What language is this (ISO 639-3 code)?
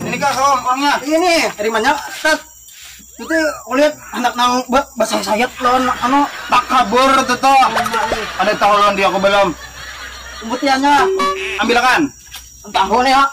bjn